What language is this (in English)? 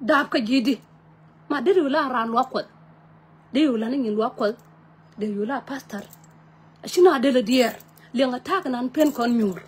Nuer